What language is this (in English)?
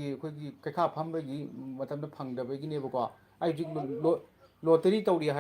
Manipuri